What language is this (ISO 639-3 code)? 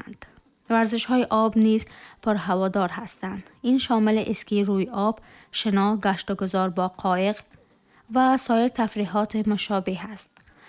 tgk